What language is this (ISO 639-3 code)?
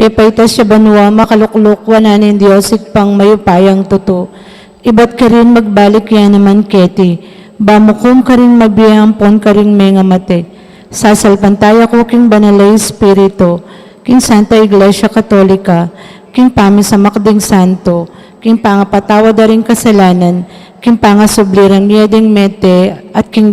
pam